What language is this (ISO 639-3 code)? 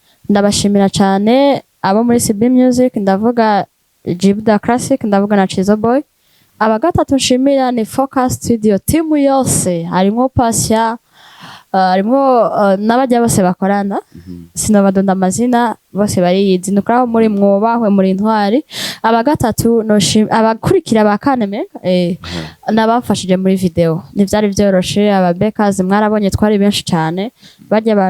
run